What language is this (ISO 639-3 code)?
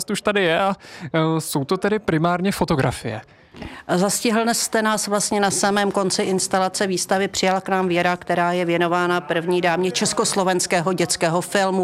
ces